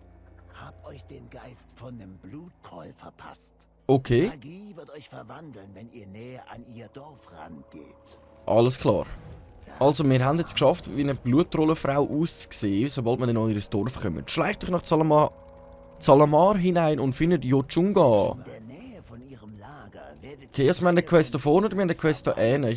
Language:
Swiss German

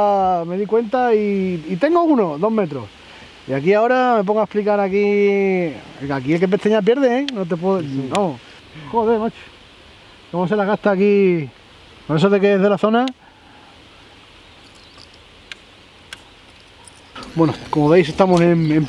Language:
Spanish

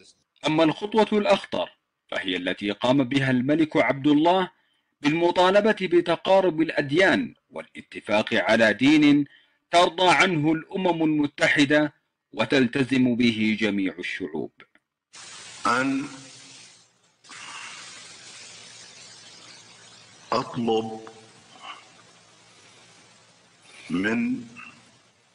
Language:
Arabic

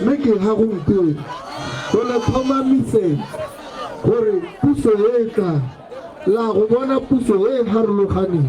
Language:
Tswana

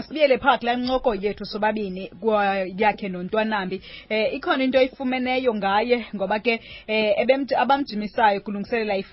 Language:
Xhosa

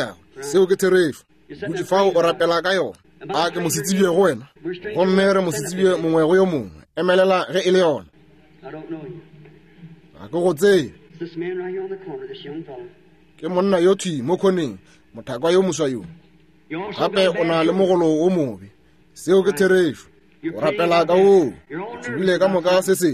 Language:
Northern Sotho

